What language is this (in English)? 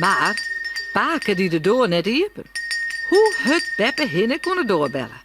Western Frisian